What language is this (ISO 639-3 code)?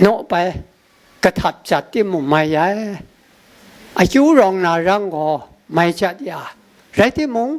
kac